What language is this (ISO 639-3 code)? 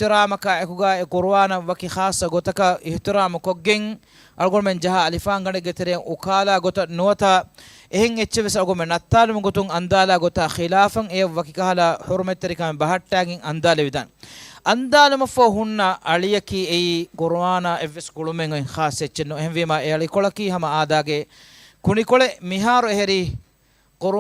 div